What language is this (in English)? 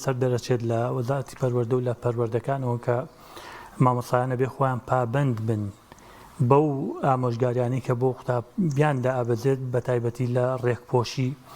Central Kurdish